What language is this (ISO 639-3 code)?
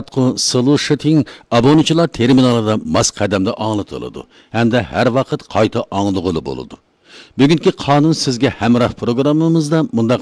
uig